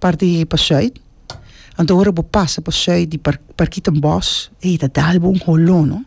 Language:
Papiamento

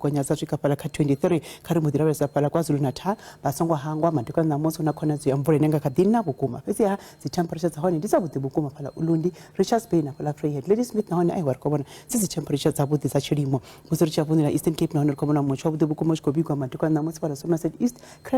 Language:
Venda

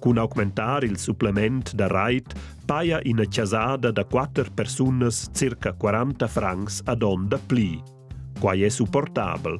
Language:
Romansh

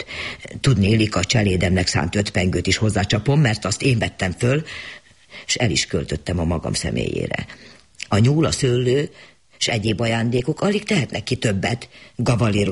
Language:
Hungarian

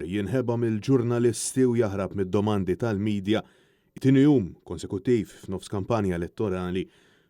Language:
Maltese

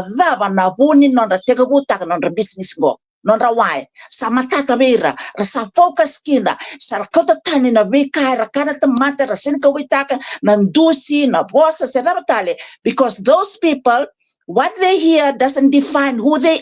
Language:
Fijian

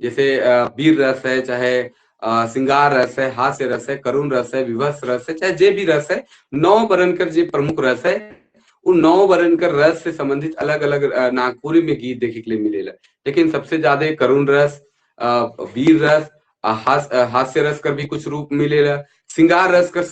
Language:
Sadri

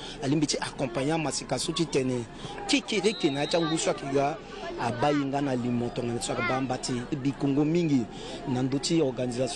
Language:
Sango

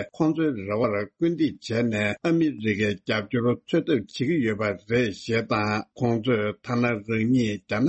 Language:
Tibetan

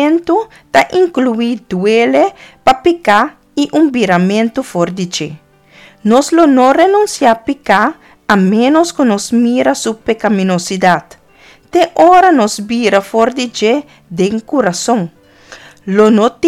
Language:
Papiamento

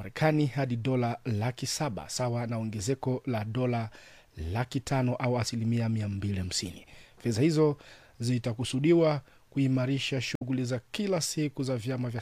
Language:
Swahili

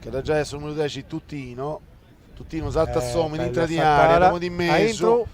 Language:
Sardinian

